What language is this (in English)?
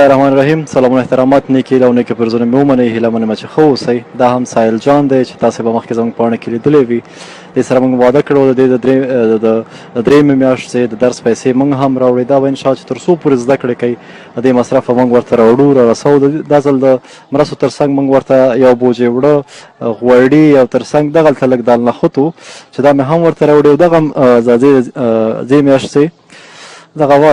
Pashto